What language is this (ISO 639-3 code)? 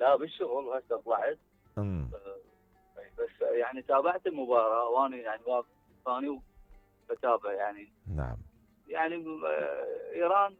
acm